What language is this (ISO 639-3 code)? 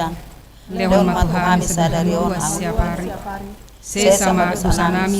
bbc